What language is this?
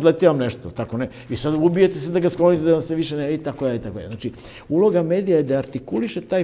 Serbian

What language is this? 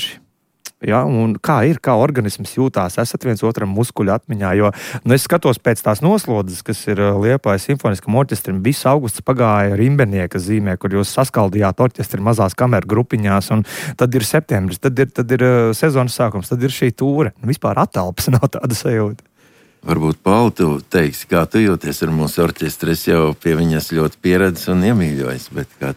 Latvian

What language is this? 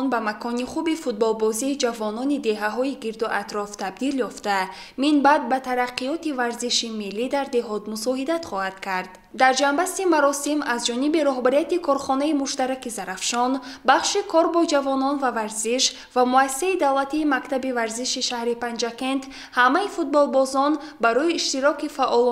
Tajik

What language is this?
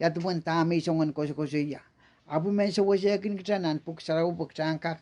Pohnpeian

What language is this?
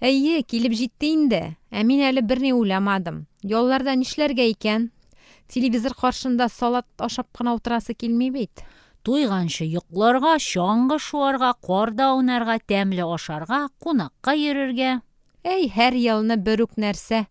Tatar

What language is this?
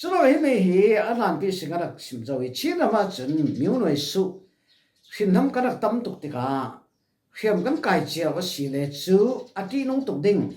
Falam Chin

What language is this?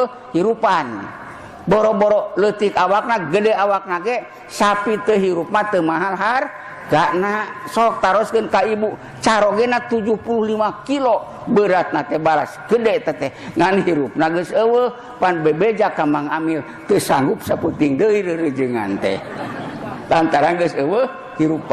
Sundanese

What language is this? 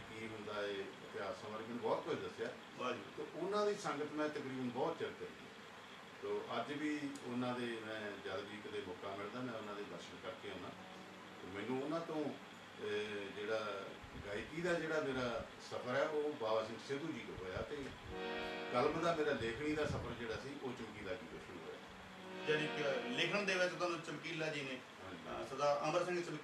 Punjabi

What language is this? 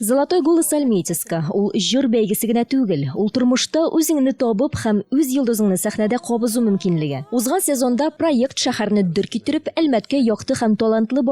Tatar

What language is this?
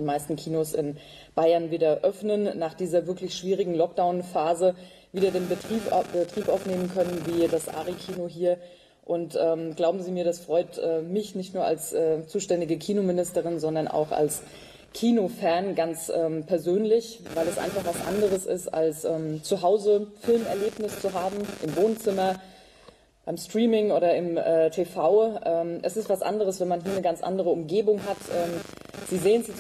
German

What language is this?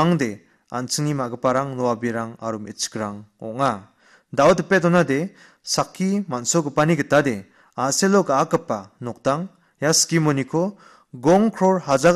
Garo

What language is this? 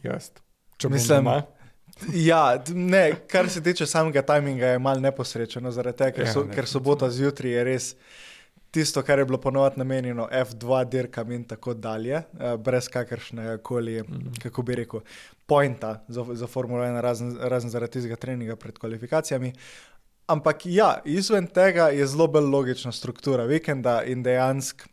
Slovenian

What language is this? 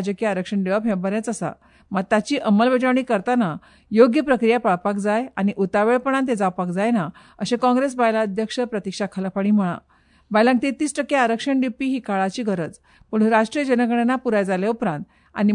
Konkani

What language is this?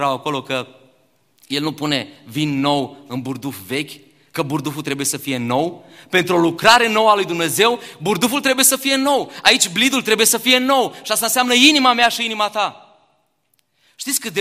Romanian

